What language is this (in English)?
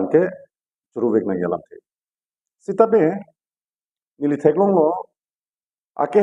Karbi